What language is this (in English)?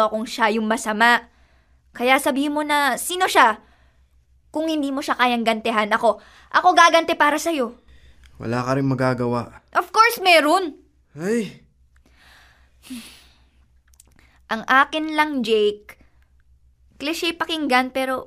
Filipino